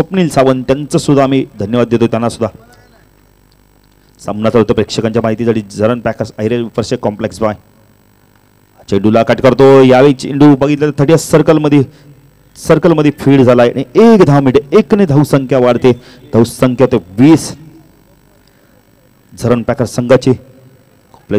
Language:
Marathi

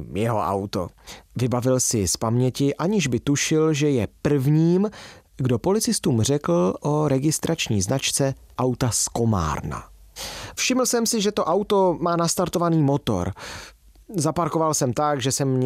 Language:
Czech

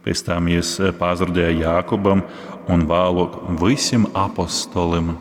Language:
Latgalian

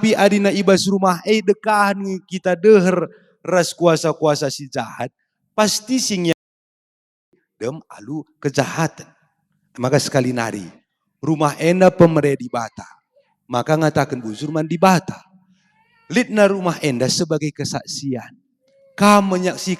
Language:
Batak Karo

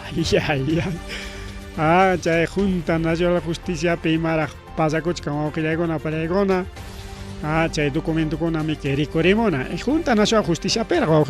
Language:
Ayacucho Quechua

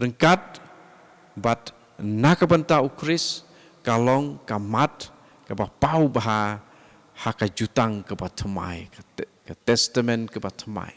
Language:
Khasi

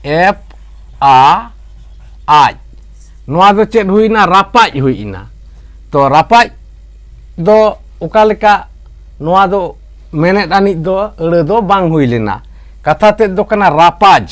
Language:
Santali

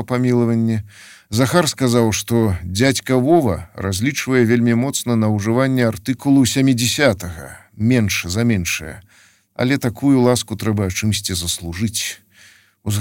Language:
Belarusian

